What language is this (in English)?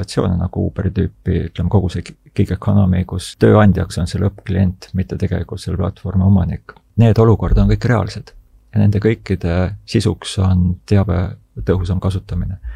Estonian